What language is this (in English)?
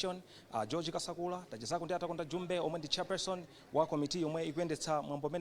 Nyanja